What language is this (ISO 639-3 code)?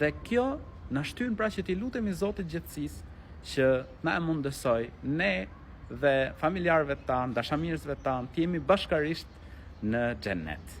sqi